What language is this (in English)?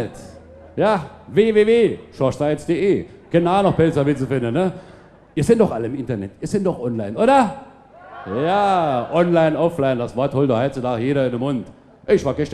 Palatine German